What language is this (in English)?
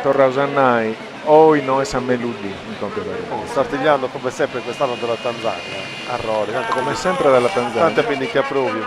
Sardinian